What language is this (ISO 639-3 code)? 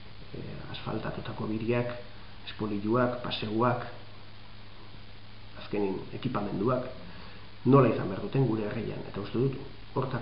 eus